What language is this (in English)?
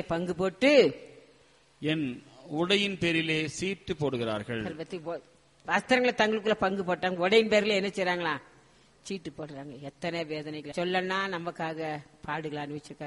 Tamil